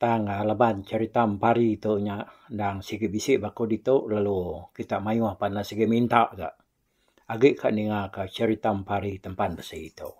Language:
Iban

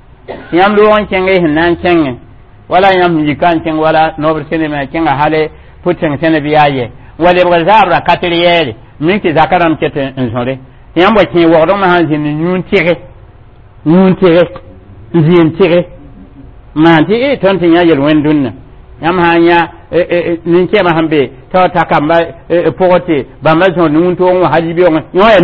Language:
Mossi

